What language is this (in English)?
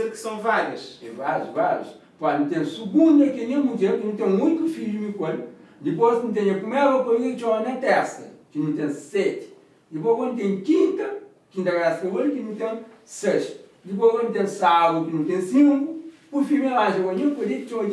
Kabuverdianu